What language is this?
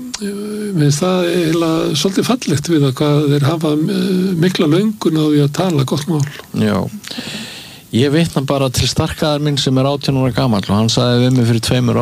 Icelandic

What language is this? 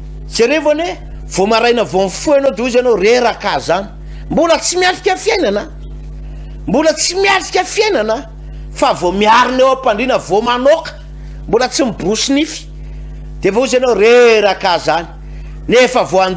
Malagasy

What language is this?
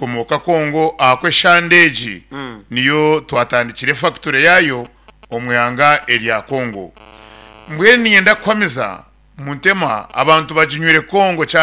Nyankole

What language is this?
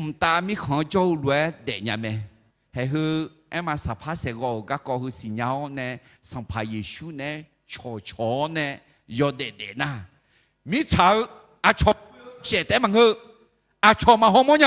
Akha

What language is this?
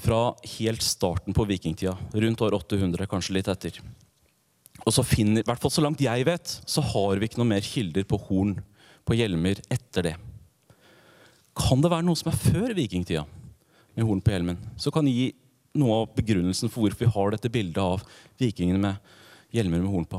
Norwegian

